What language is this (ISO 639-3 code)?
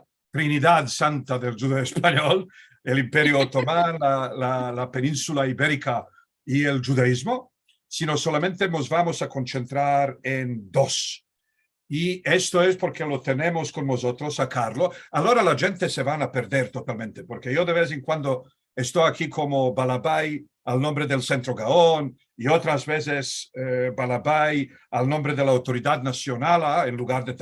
lad